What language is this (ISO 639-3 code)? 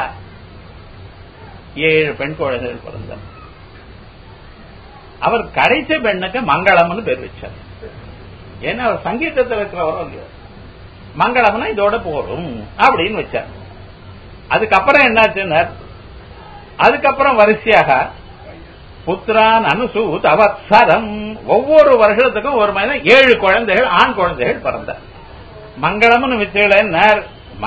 tam